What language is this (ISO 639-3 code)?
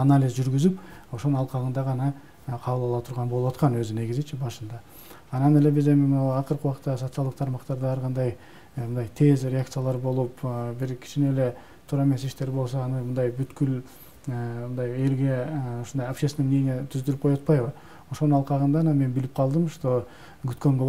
kir